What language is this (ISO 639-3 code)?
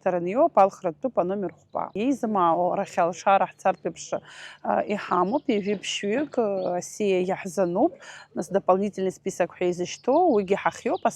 abk